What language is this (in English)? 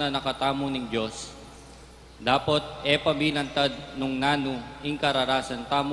Pampanga